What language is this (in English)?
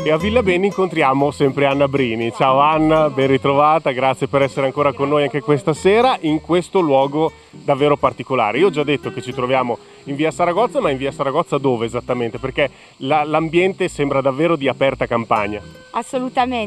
Italian